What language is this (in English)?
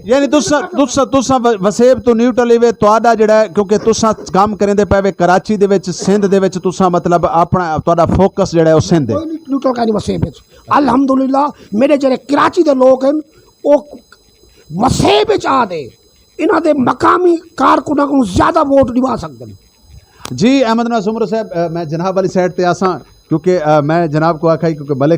Saraiki